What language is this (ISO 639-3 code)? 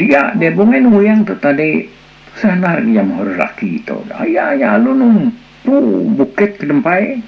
iba